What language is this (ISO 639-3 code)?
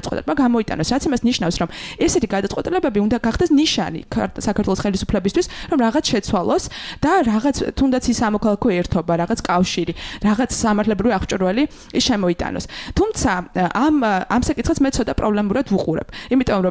kat